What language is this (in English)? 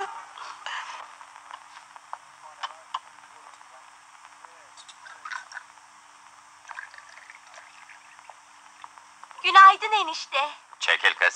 Turkish